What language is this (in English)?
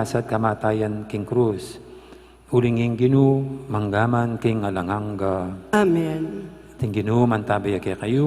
Pampanga